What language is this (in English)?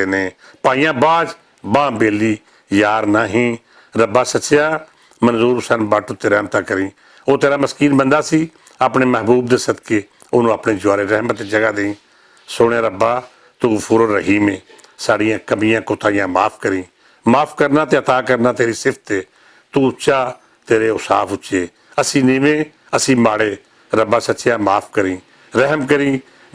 Western Panjabi